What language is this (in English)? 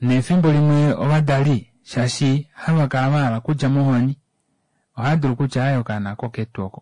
Kuanyama